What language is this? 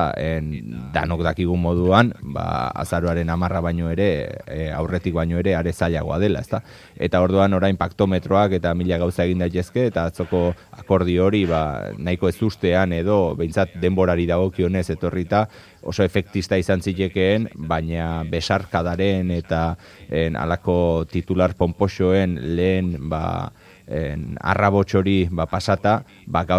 Basque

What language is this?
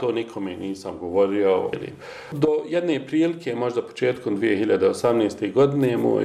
Bosnian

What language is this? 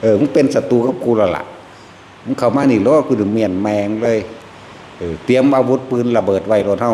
Northeastern Thai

